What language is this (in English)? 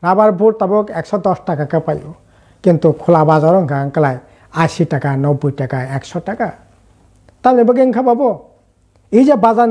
Kok Borok